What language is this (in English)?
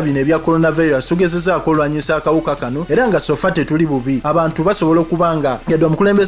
Ganda